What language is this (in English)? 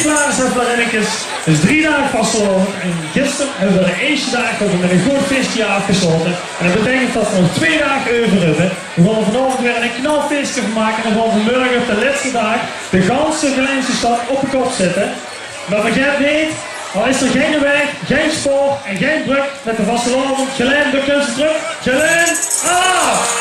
Limburgish